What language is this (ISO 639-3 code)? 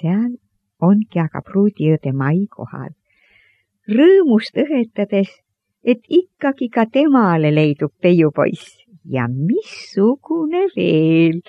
est